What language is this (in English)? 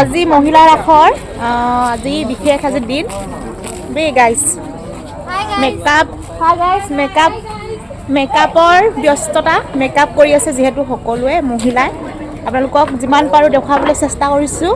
Assamese